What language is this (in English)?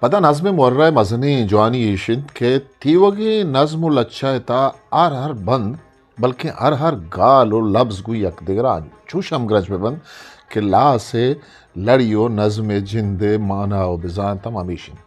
Eastern Balochi